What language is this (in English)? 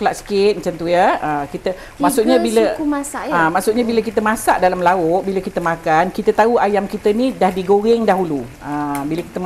Malay